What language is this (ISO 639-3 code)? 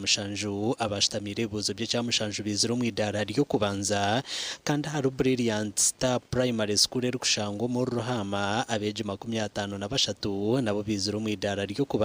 nyn